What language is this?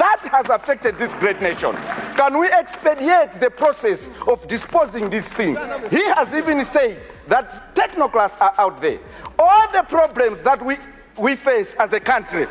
Nyanja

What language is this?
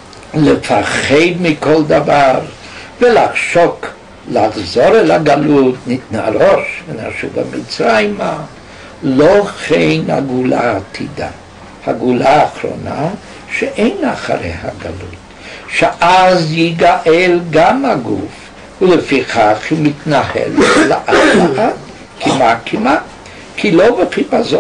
Hebrew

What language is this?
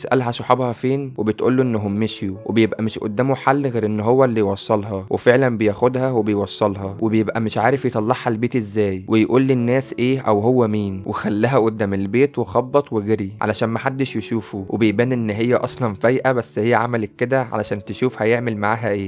Egyptian Arabic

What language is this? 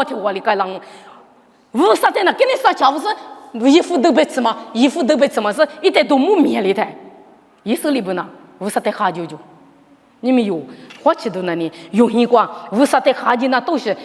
Lisu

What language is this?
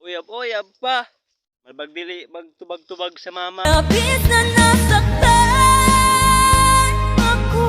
Cebuano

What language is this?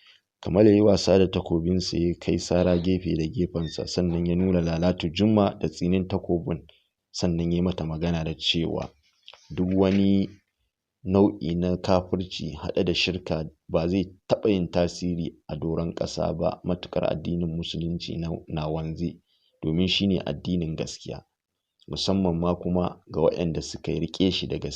Hausa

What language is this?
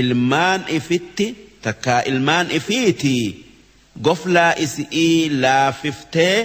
Oromo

